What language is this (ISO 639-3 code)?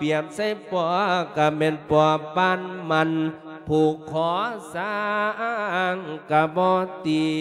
lao